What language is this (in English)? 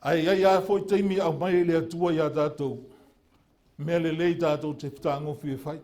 Samoan